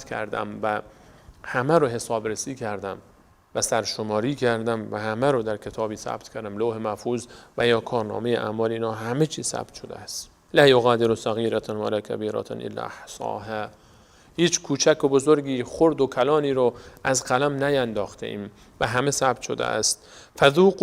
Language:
Persian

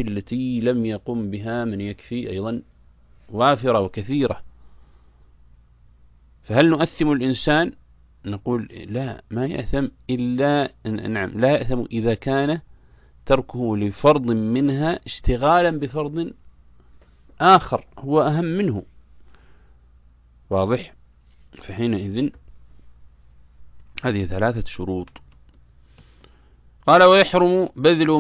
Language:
Arabic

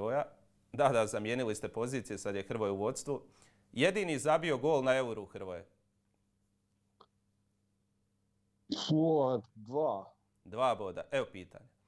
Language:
Croatian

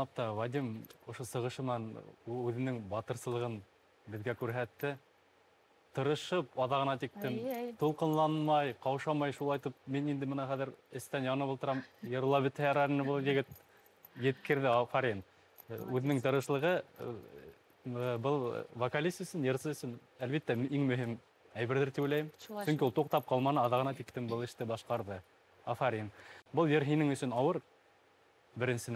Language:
Bashkir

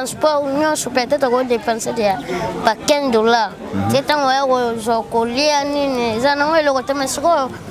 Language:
Lingala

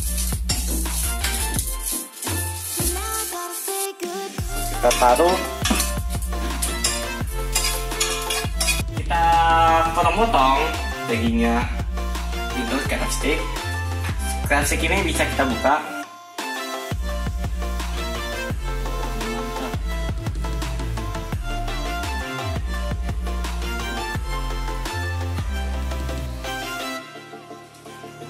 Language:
Indonesian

